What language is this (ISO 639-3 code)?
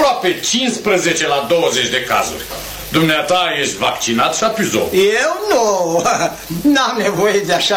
ron